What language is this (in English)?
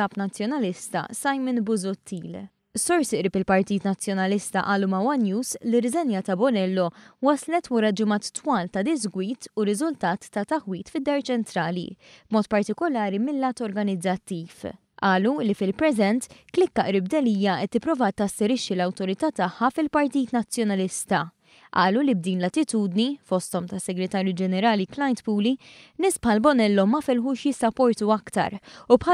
Maltese